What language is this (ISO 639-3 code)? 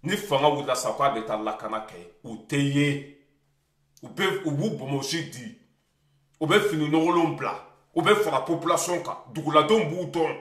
bam